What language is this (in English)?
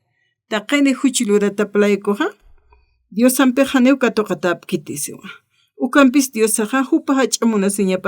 Aymara